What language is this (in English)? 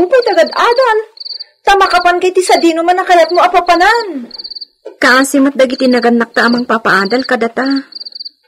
Iloko